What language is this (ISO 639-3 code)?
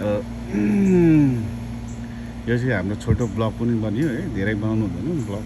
nep